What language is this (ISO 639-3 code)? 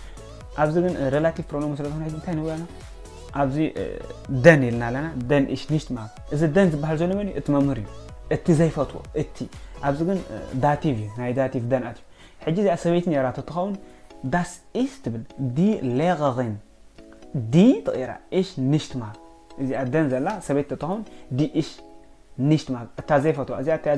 tir